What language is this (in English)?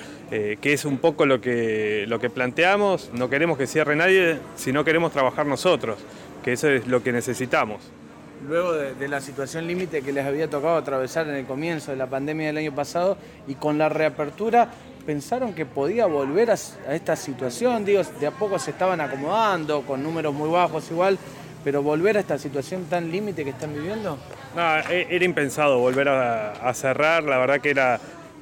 Spanish